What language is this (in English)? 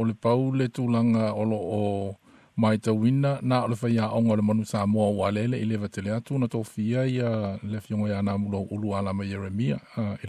Samoan